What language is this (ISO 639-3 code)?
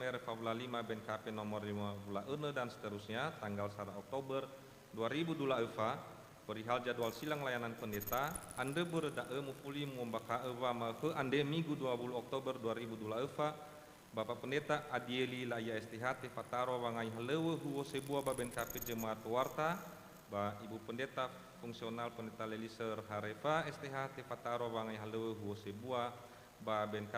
nia